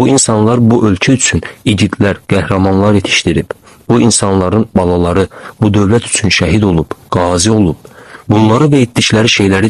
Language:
Azerbaijani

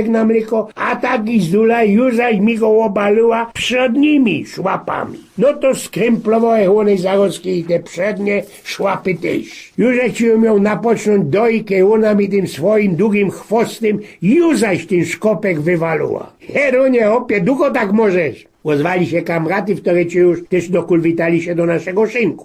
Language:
Silesian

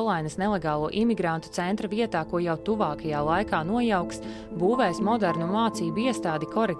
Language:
Latvian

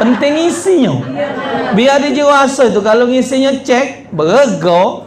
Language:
Musi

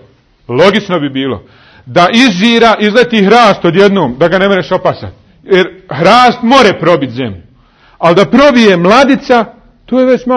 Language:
Bosnian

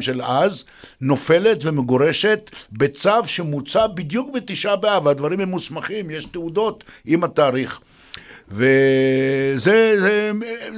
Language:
Hebrew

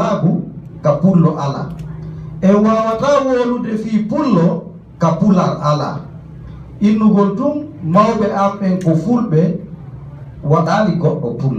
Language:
Fula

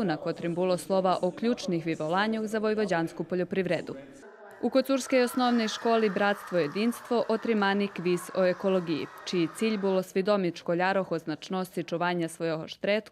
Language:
Rusyn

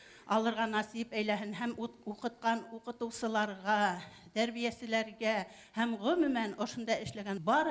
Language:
Bashkir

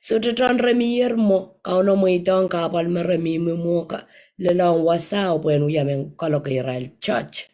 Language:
Pohnpeian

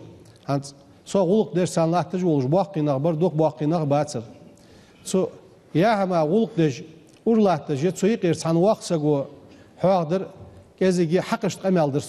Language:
Ingush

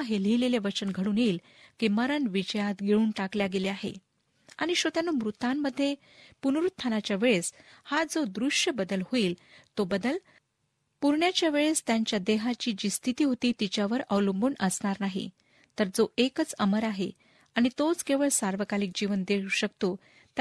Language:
Marathi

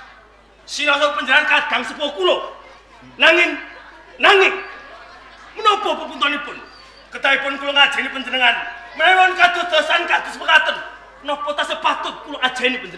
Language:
Javanese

